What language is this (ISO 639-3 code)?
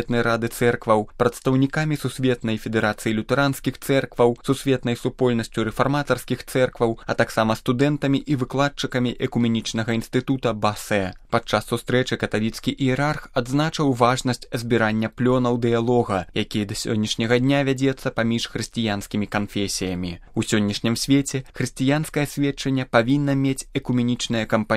bel